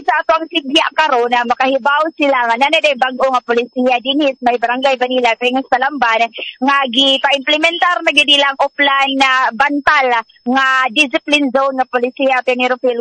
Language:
Cebuano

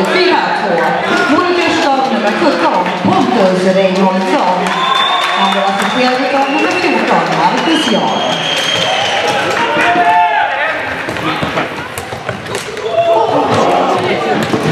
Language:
Swedish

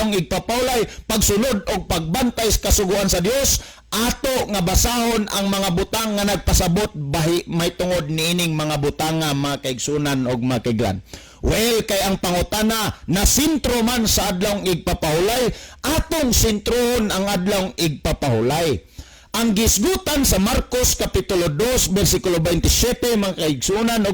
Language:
Cebuano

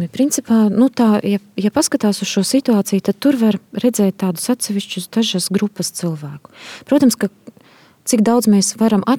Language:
Latvian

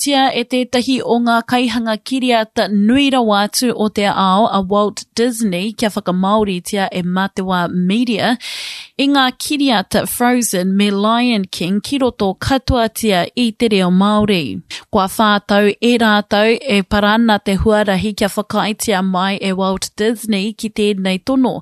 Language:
Māori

